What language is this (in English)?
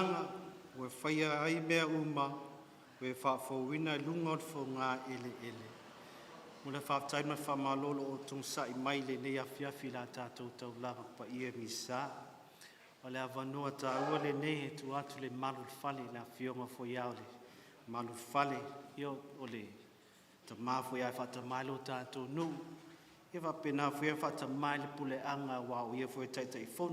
Samoan